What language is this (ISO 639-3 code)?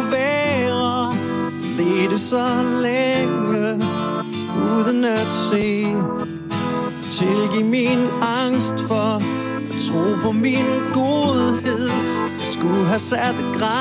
dan